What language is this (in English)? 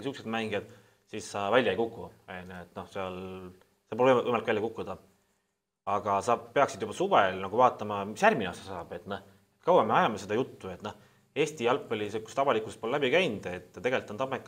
Estonian